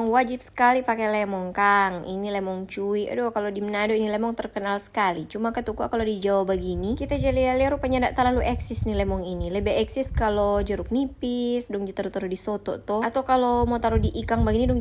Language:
Manado Malay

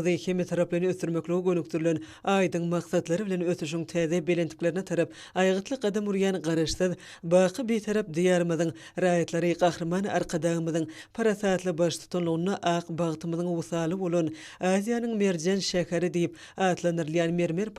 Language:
Turkmen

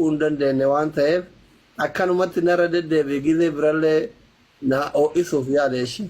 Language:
Oromo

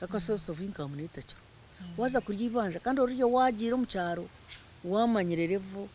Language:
Nyankole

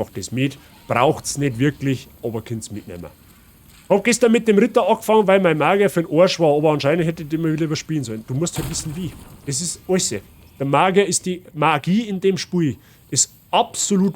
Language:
Bavarian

